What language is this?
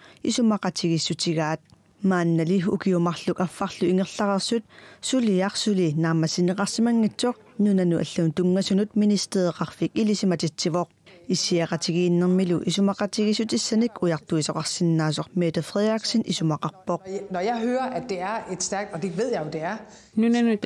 Kalaallisut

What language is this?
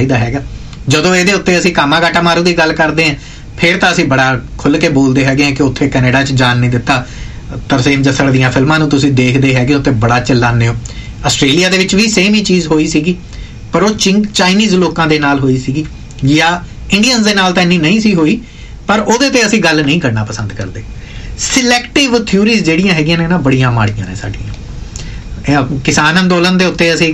Punjabi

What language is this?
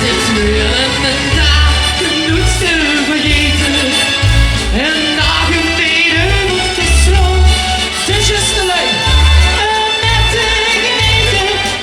Limburgish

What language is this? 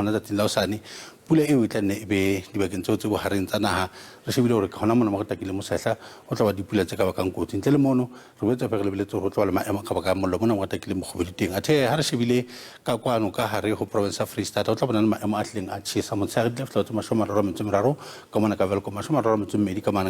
Southern Sotho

